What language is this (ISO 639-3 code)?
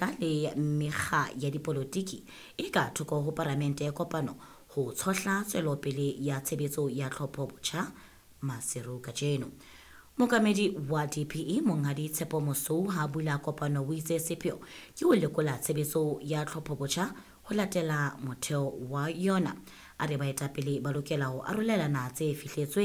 sot